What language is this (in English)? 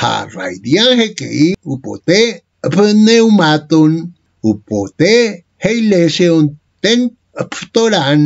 Ancient Greek